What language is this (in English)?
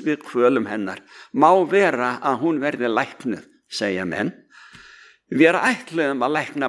Icelandic